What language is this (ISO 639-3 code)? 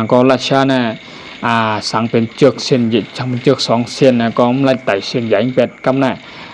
shn